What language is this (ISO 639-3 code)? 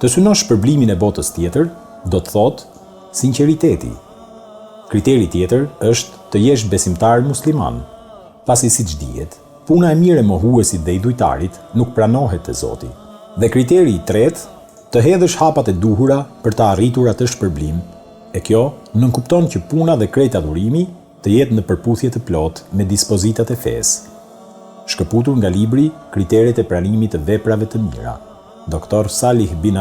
sqi